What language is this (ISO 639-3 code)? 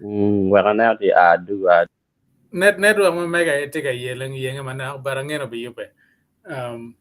ach